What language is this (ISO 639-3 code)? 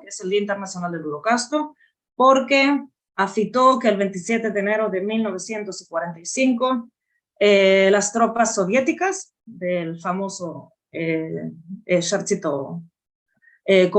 lad